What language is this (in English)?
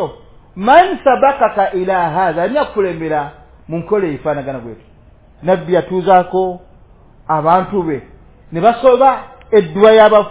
Ganda